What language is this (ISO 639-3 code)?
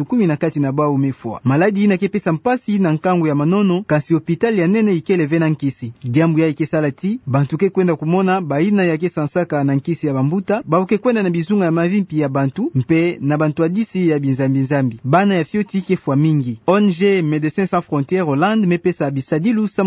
ktu